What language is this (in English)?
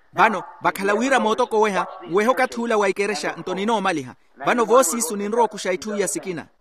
Makhuwa